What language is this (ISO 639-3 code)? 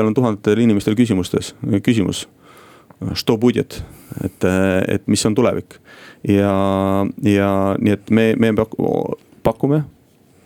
est